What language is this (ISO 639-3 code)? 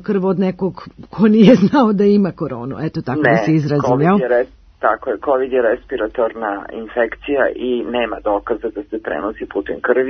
srp